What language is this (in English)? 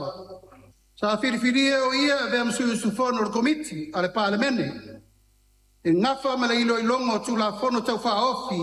Samoan